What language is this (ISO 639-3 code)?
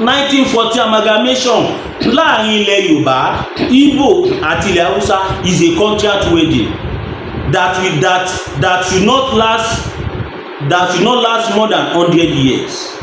yor